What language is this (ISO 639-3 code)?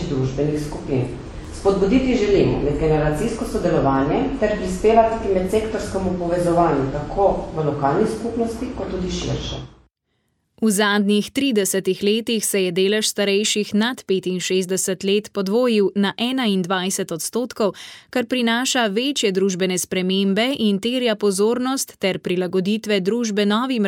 slv